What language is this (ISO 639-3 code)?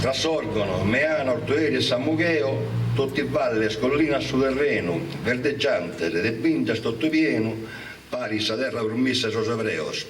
srd